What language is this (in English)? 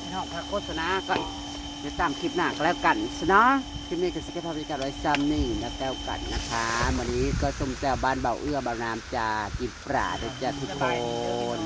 Northeastern Thai